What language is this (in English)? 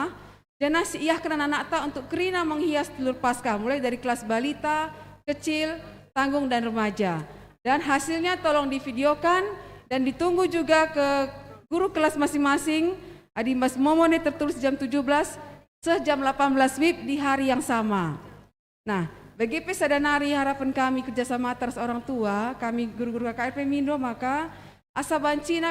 Batak Karo